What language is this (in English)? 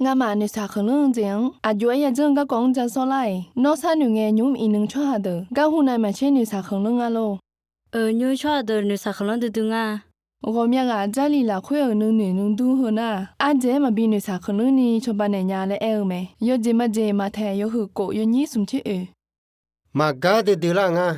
Akha